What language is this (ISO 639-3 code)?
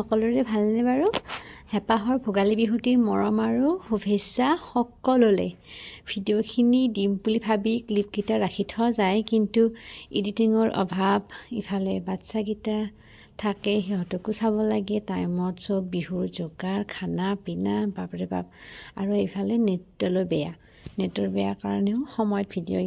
asm